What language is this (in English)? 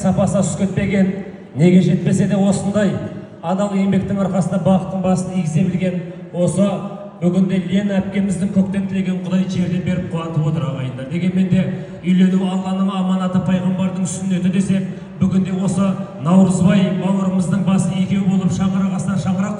Kazakh